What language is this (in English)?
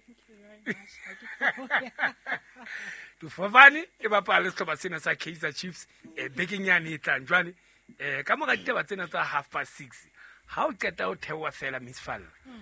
Southern Sotho